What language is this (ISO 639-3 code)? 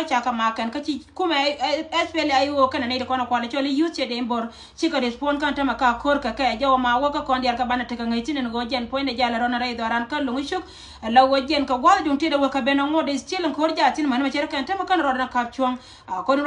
nus